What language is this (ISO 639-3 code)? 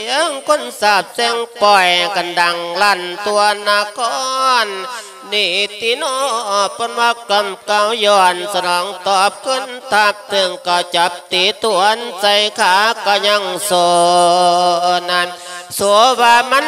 lao